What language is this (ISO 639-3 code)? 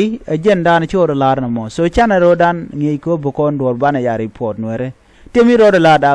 nus